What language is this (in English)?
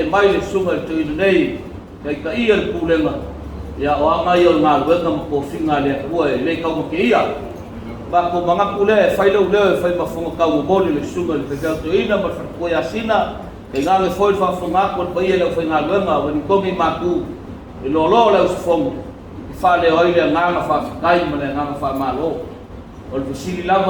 Samoan